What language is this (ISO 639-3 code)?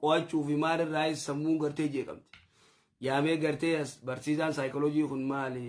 orm